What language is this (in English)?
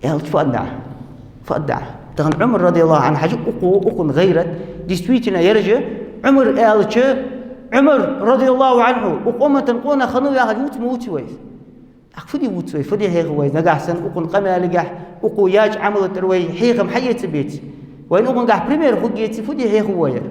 Ingush